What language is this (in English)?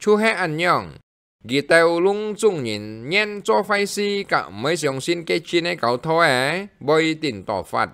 Hakka Chinese